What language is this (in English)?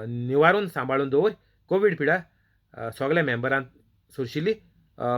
Konkani